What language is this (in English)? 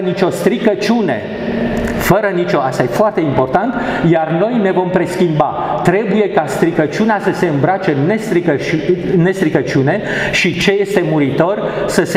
Romanian